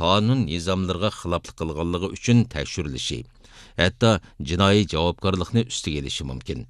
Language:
Uyghur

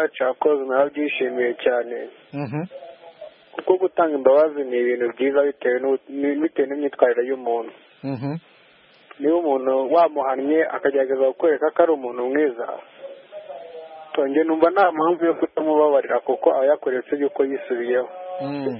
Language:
Kinyarwanda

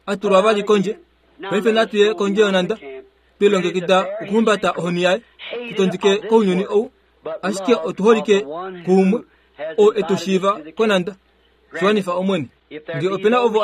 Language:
Kuanyama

